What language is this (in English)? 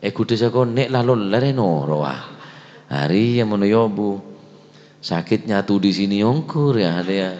Madurese